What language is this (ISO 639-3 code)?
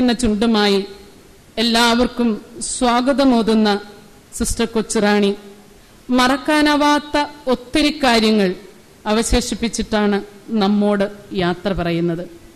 mal